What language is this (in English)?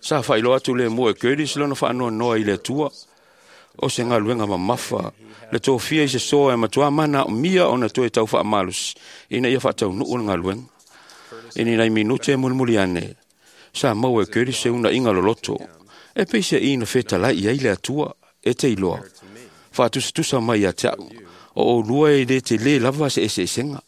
Samoan